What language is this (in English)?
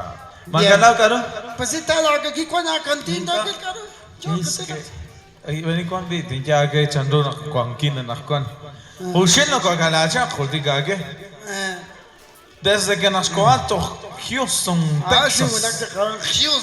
Kekchí